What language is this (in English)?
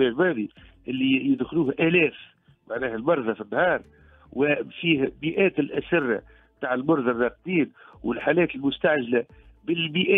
Tunisian Arabic